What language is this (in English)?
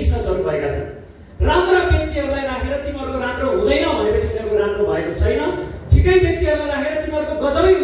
Nepali